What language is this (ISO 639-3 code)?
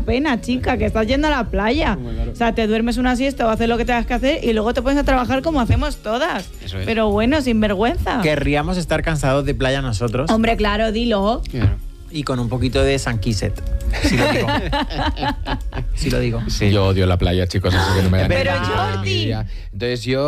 spa